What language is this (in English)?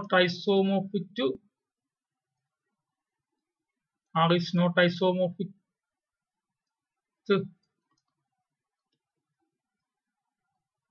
Malayalam